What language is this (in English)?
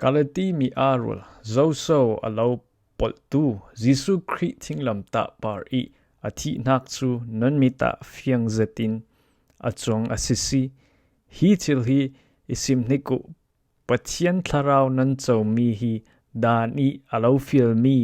Falam Chin